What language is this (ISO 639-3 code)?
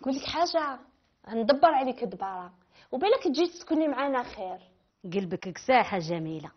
arq